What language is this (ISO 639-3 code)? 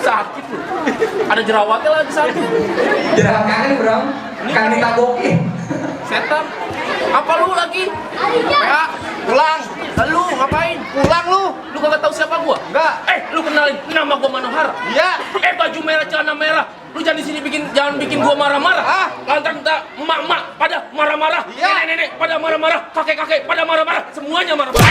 bew